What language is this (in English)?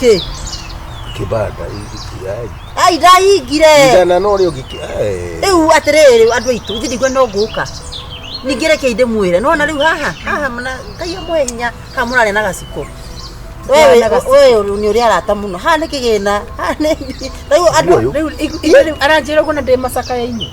Kikuyu